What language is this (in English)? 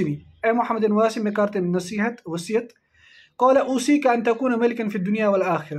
Kashmiri